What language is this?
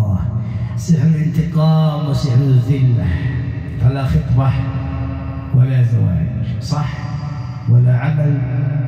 Arabic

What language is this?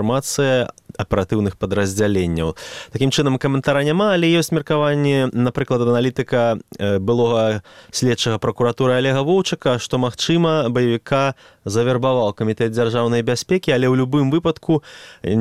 Belarusian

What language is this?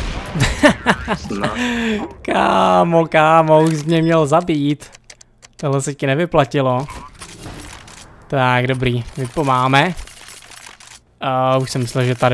Czech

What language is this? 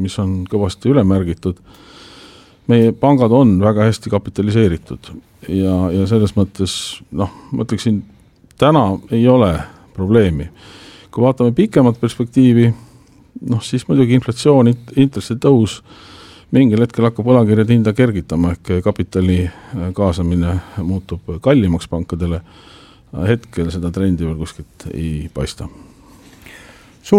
Estonian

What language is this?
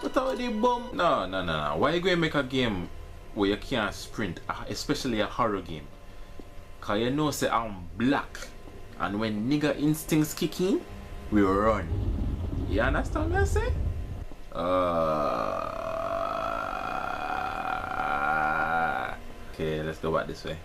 Jamaican Creole English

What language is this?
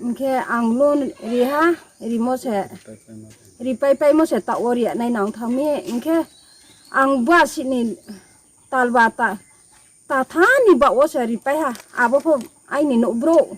Riang (India)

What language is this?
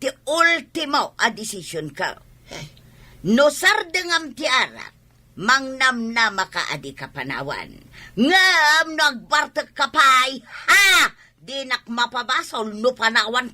Iloko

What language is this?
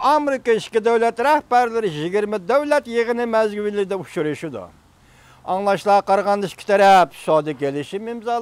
Uyghur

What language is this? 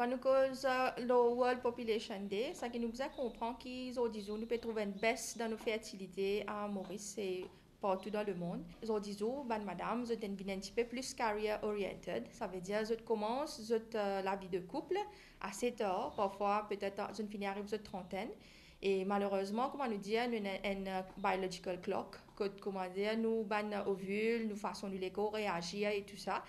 Morisyen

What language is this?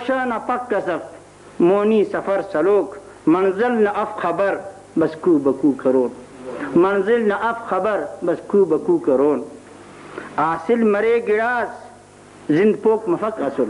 Brahui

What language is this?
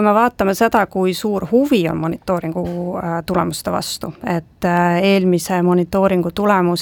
Estonian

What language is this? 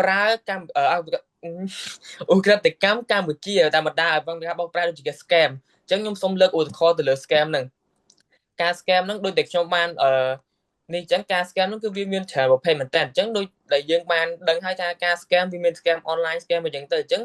Khmer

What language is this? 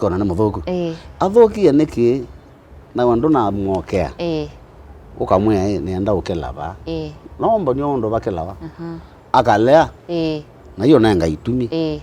Kamba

